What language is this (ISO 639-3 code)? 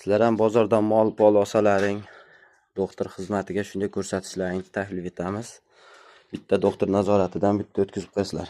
uzb